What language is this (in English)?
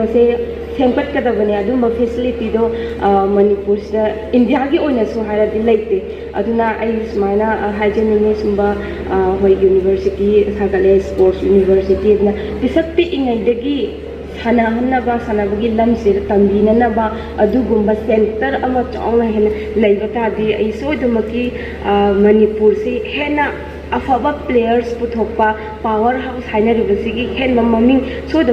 Manipuri